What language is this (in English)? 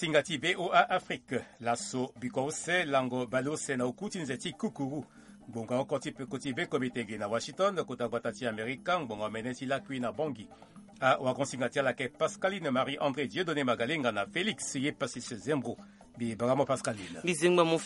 Sango